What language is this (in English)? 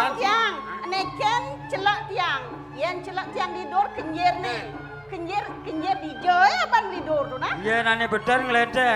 Balinese